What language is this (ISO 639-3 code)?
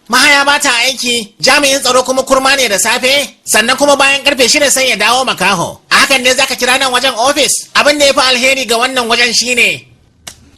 hau